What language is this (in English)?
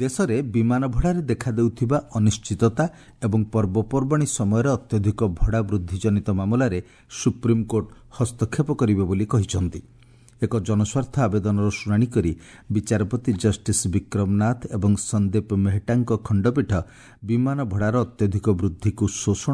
Odia